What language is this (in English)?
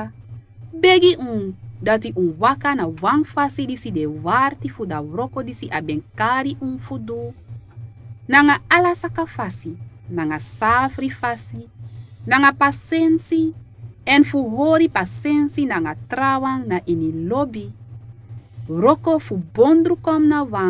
Sranan Tongo